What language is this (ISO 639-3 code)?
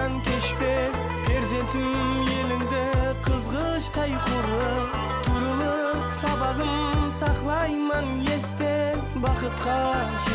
kaa